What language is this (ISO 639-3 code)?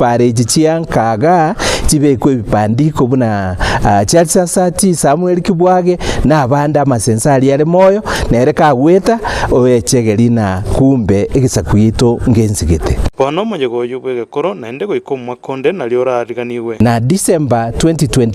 guz